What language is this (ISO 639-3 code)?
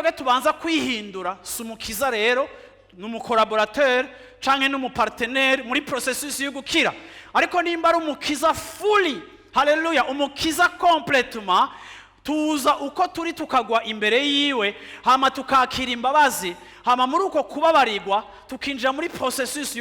run